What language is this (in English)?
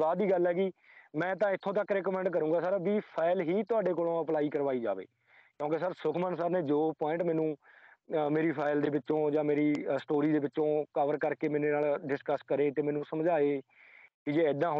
Punjabi